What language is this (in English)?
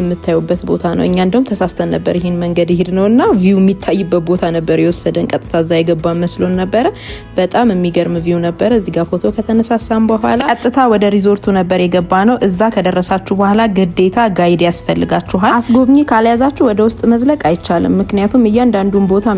Amharic